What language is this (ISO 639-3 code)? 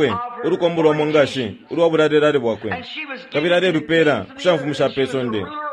bem